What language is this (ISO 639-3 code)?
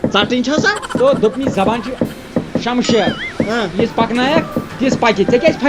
kas